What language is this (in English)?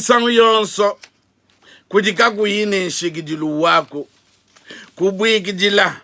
Luba-Lulua